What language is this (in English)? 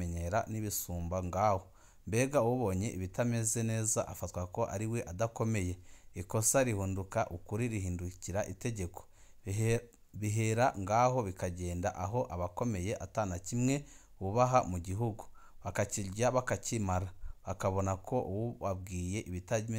Rundi